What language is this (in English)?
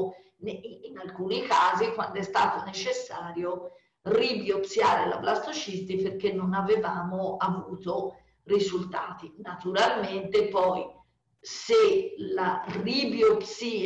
Italian